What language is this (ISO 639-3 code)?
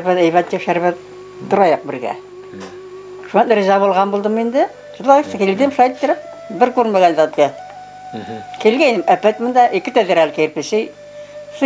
bak